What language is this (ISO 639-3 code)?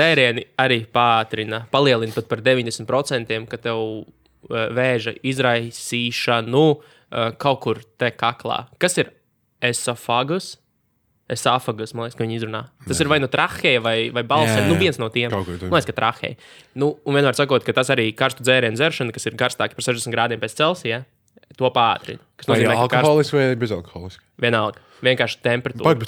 lav